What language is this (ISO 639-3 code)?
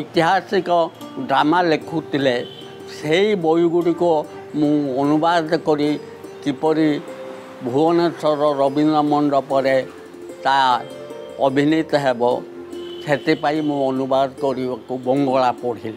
ori